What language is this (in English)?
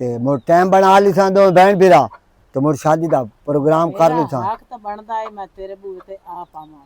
Western Panjabi